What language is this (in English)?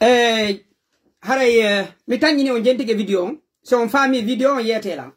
Fula